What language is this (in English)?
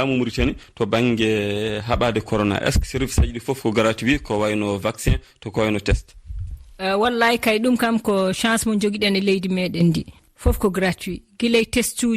Fula